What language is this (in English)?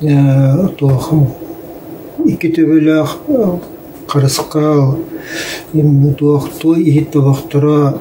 Yakut